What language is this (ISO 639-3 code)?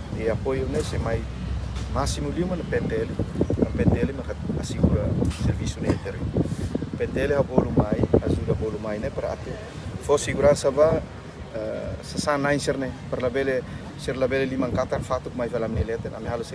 tet